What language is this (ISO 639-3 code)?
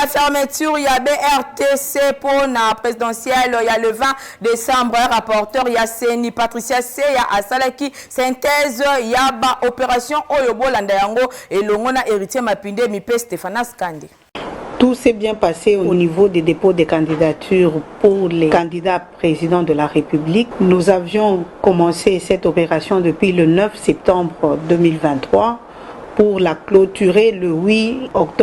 lin